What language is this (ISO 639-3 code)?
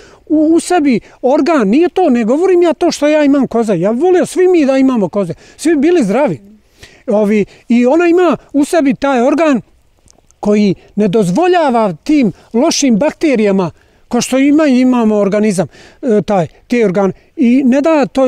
bos